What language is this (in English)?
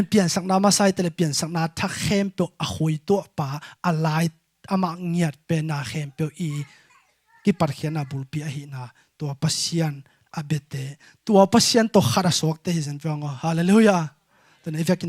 Tedim Chin